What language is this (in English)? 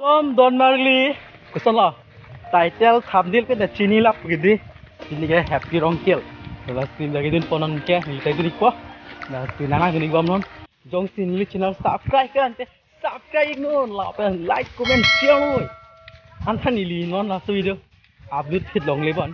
Karbi